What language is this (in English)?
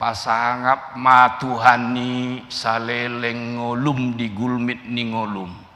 Batak Toba